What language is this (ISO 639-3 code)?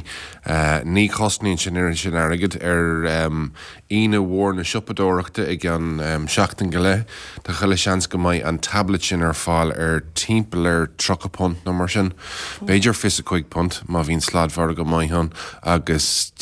gle